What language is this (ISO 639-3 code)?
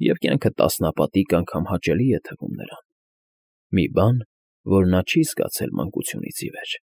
hye